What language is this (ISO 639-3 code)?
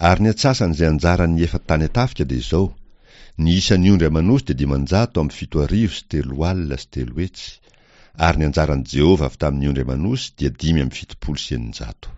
mlg